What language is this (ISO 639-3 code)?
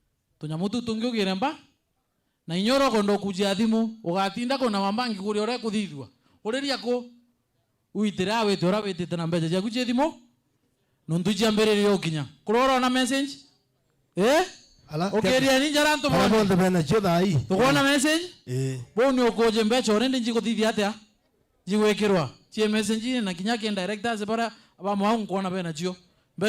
mer